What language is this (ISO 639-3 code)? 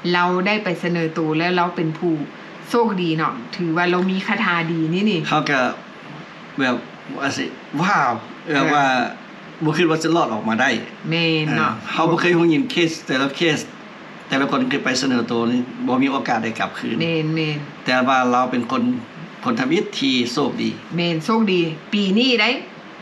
lao